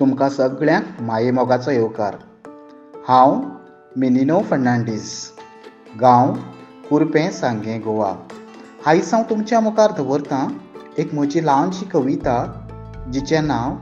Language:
Konkani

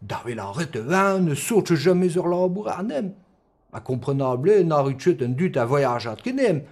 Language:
Breton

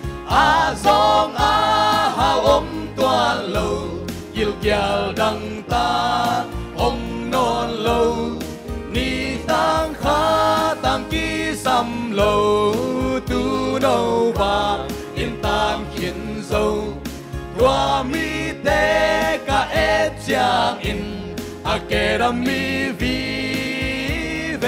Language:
Tedim Chin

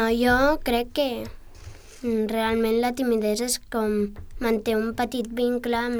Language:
Catalan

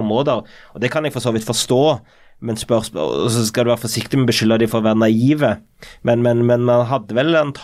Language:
Norwegian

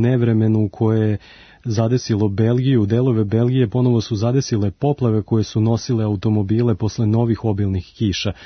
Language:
Serbian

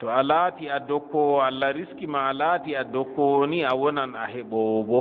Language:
Fula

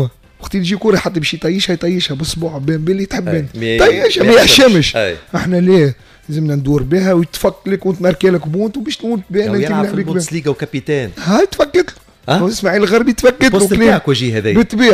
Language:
Tunisian Arabic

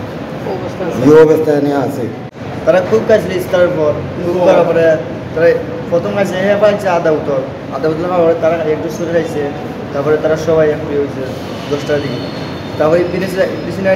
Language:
Sylheti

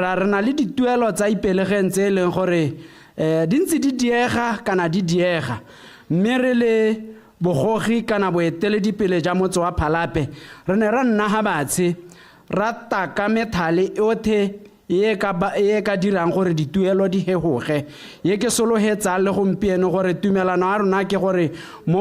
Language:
Tswana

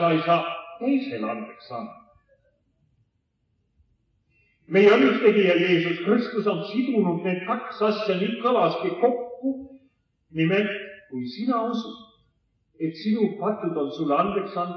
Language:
Estonian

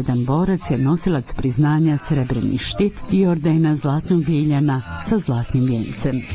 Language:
Bosnian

